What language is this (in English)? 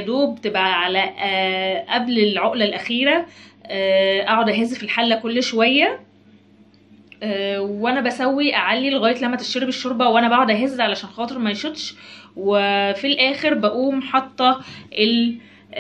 Egyptian Arabic